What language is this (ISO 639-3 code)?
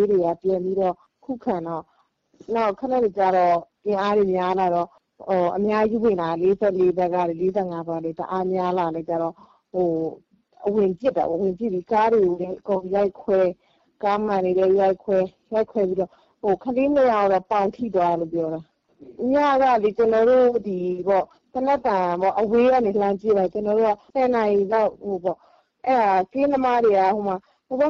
mya